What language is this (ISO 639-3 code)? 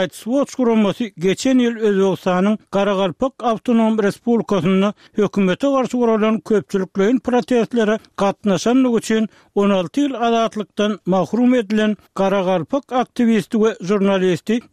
tuk